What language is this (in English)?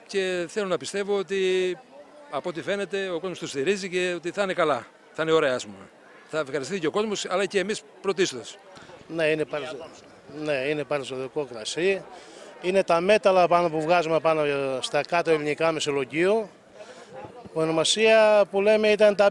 Greek